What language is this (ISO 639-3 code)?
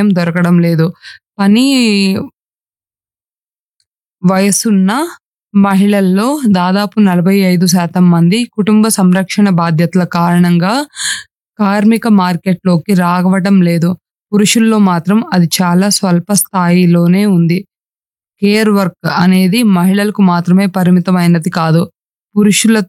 tel